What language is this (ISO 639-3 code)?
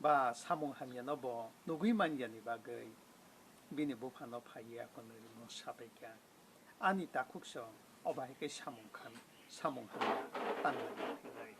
trp